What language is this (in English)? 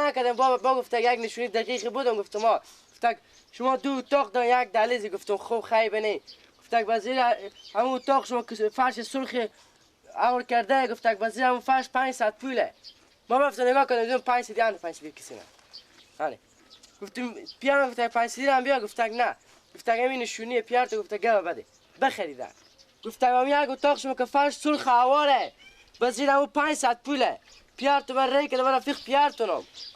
Persian